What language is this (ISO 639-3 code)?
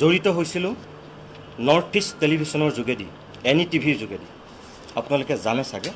asm